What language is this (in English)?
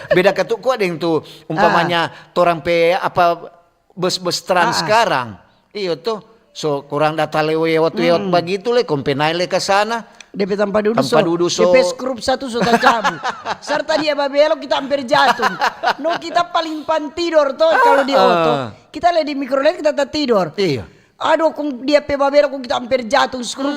Manado Malay